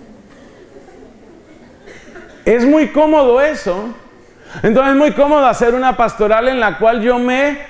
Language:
Spanish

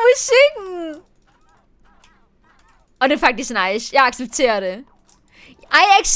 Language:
Danish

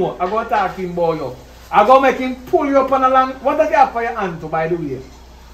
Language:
Jamaican Creole English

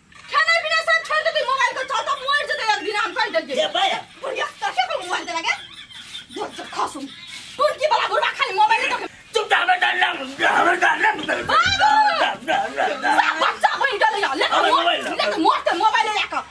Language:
Maithili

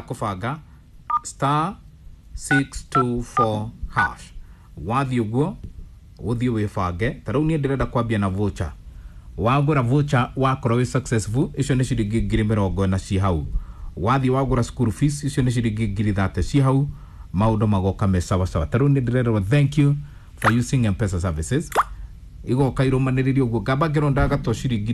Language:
Kikuyu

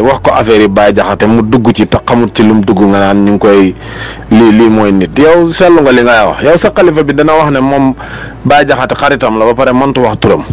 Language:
Wolof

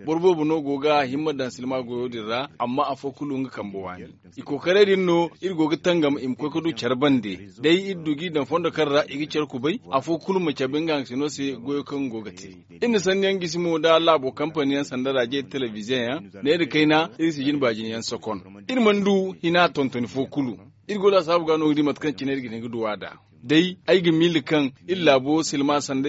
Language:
Zarma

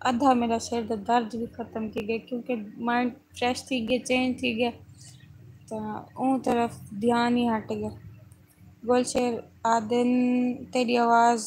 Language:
Saraiki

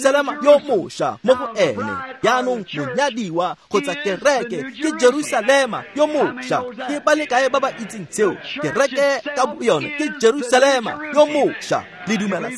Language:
Tswana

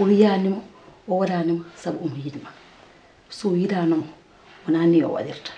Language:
Fula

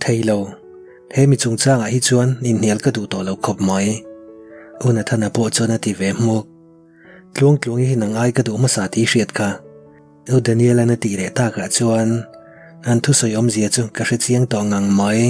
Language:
Mizo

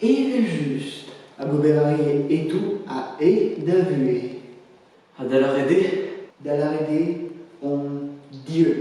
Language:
Breton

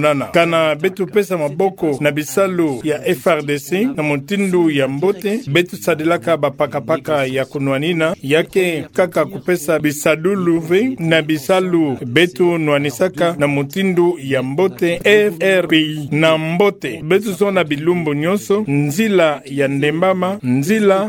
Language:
Kituba (Democratic Republic of Congo)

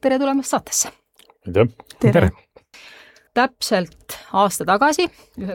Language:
Estonian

